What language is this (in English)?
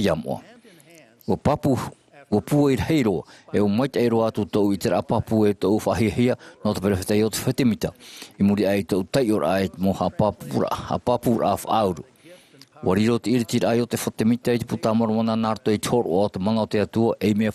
Tahitian